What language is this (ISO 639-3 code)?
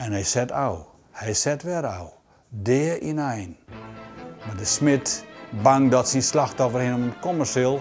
fry